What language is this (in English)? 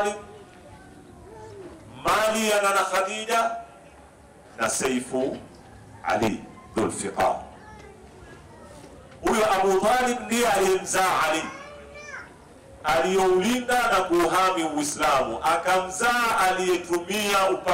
Swahili